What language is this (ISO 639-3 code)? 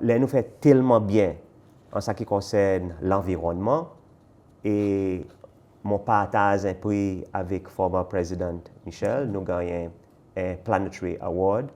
crs